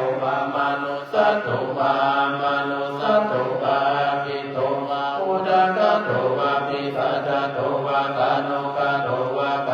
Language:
Pali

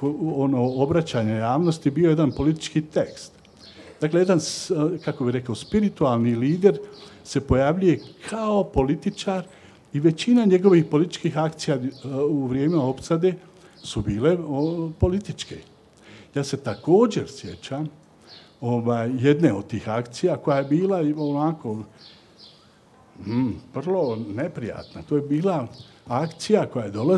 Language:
Bosnian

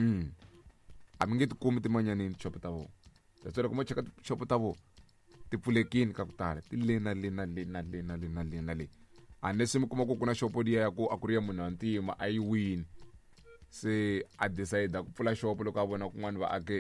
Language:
Tsonga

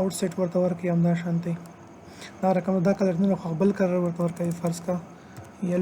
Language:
Pashto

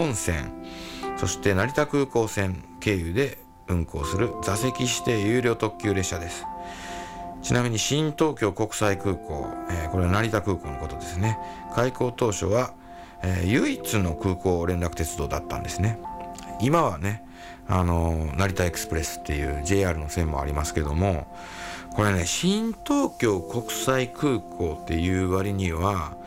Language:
Japanese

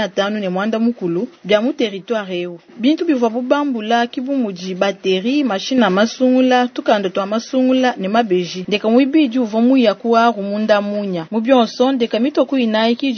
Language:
Luba-Lulua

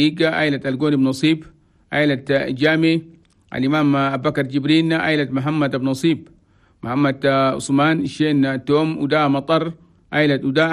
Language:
Chadian Arabic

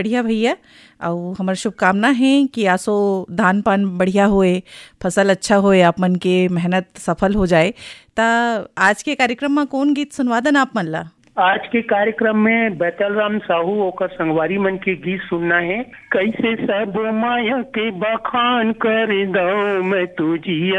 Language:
Chhattisgarhi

